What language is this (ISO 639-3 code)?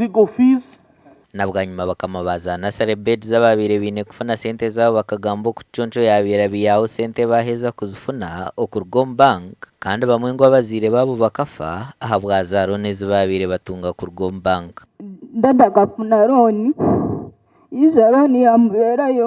nyn